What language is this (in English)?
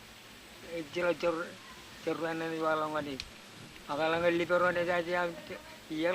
Marshallese